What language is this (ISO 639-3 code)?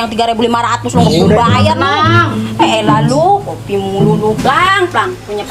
bew